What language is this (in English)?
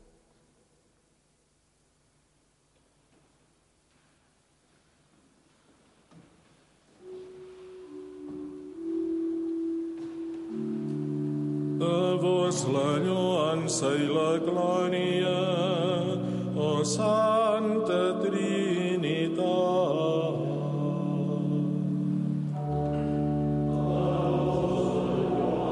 Catalan